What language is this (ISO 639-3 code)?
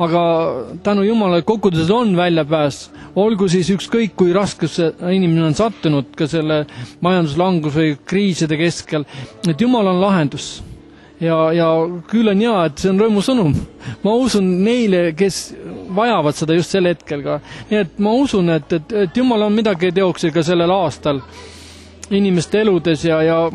est